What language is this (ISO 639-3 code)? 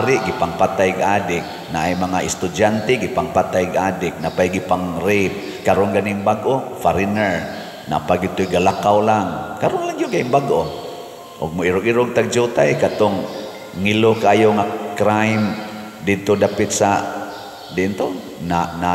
ceb